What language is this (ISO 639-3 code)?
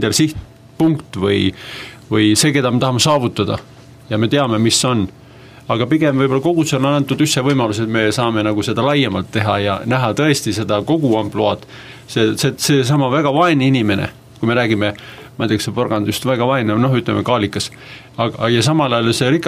est